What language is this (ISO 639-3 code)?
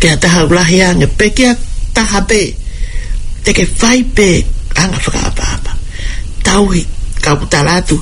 ton